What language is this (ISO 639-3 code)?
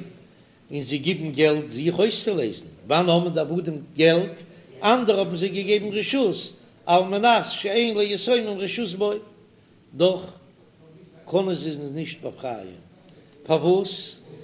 yid